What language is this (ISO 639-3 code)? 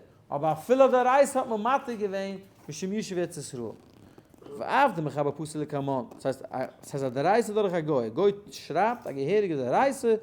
yid